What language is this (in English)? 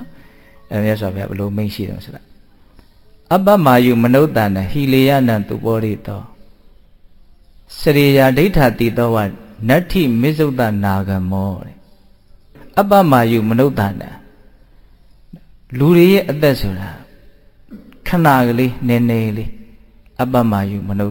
Burmese